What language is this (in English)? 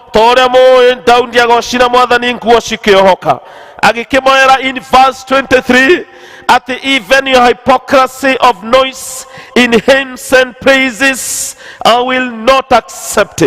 Kikuyu